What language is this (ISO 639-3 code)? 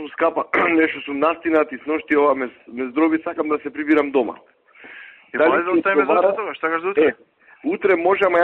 srp